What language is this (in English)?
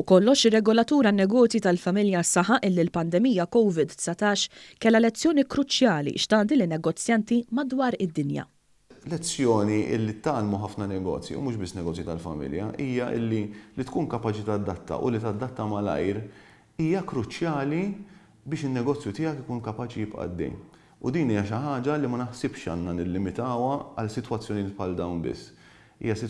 Maltese